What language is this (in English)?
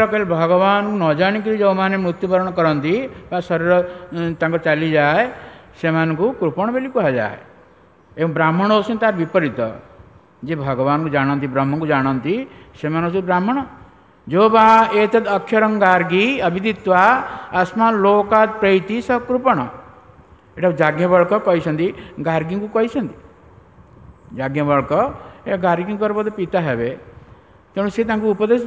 Odia